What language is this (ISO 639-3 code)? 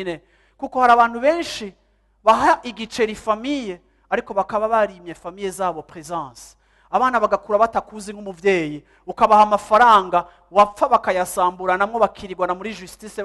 run